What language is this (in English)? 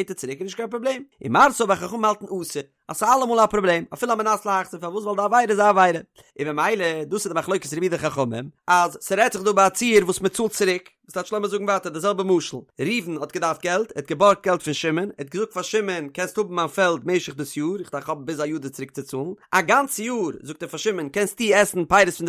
Yiddish